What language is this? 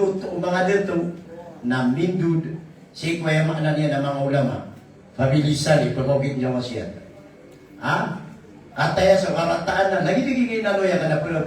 Maranao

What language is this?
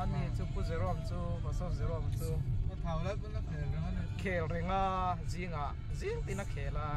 Mizo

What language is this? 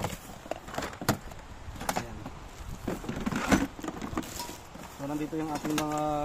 Filipino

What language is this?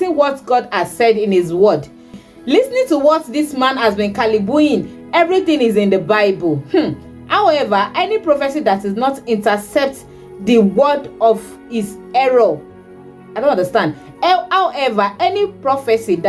Yoruba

